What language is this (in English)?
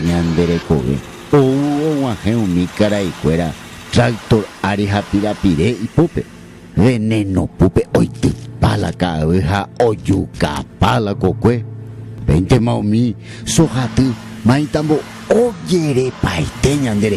Guarani